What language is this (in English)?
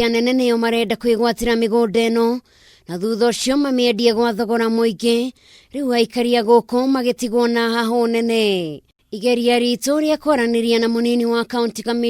Kikuyu